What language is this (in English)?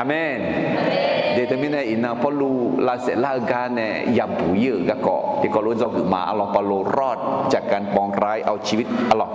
Akha